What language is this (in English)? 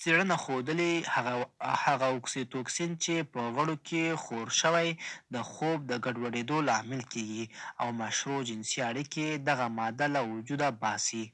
Pashto